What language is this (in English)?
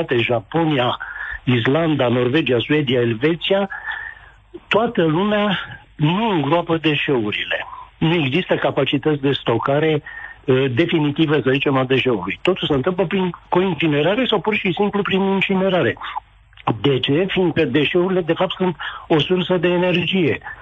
Romanian